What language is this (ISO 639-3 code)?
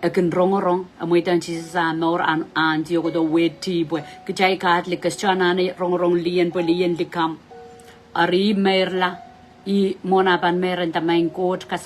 pon